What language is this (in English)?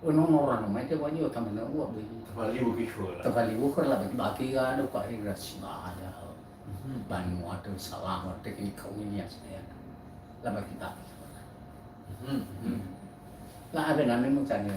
Nias